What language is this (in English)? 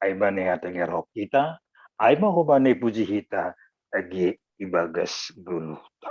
Batak Simalungun